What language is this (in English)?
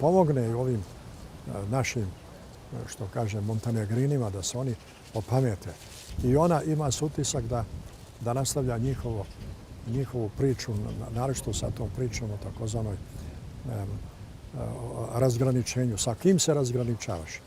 Bosnian